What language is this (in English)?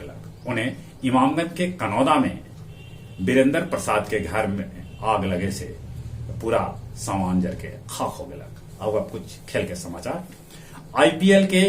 Magahi